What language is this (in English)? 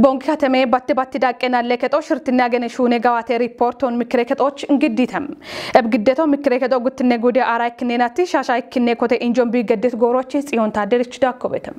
Kafa